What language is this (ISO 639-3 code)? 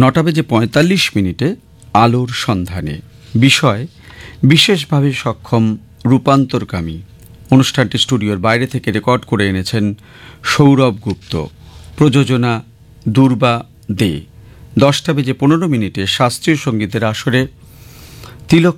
ben